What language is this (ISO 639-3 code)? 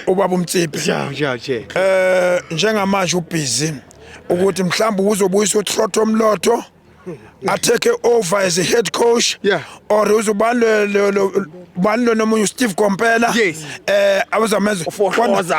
zul